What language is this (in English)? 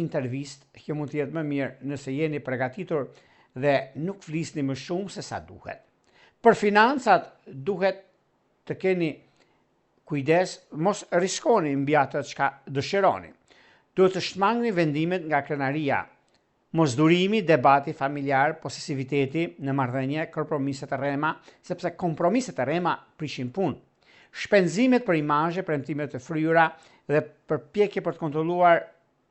Albanian